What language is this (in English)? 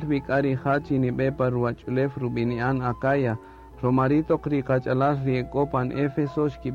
Kaqchikel